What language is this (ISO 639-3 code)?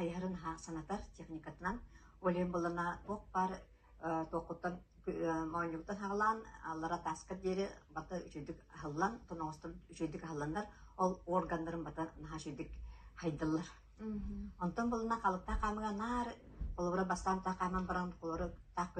sah